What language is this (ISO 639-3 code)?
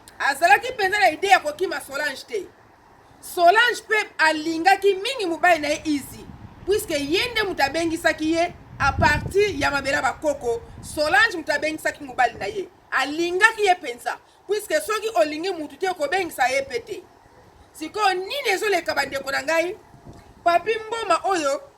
lin